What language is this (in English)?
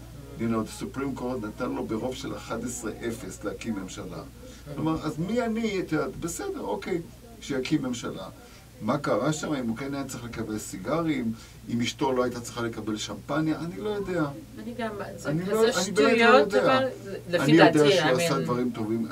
Hebrew